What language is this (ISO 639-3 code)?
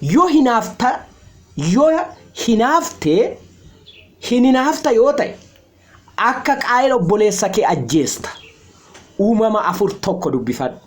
orm